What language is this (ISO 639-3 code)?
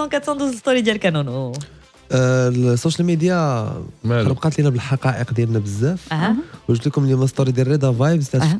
ary